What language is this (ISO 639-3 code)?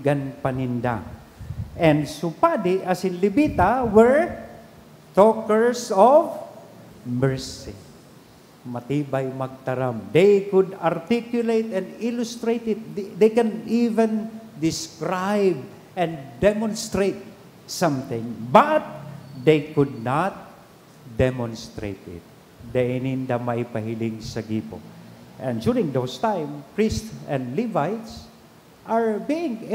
bik